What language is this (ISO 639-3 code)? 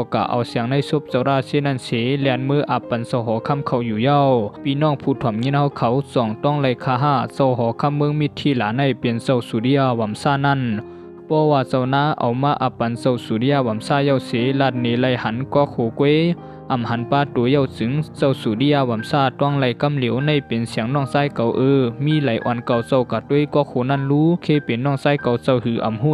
shn